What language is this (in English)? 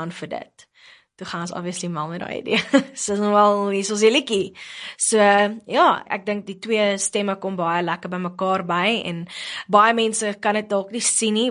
Afrikaans